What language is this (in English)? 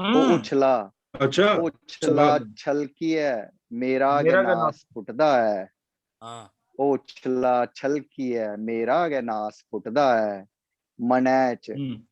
Dogri